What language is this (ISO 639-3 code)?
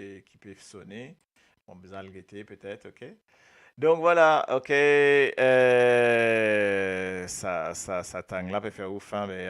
mfe